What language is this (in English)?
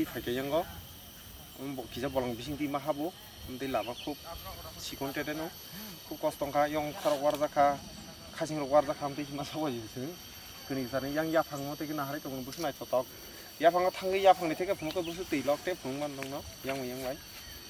Kok Borok